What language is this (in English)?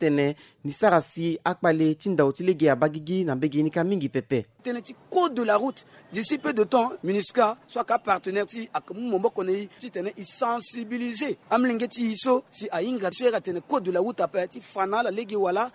Sango